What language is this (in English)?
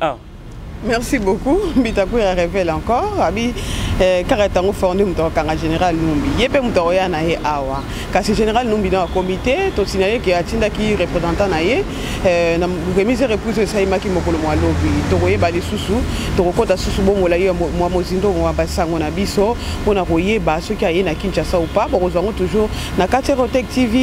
Lingala